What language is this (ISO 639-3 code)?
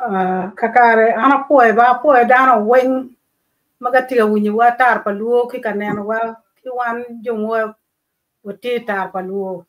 ach